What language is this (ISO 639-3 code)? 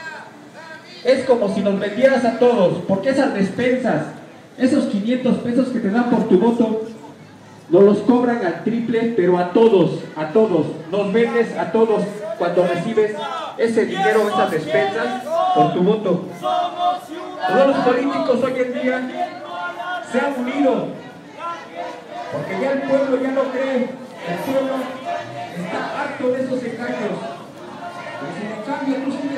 spa